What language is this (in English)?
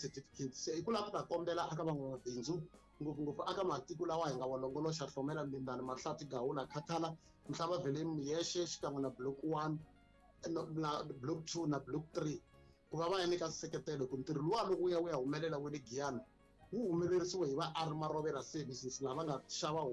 Tsonga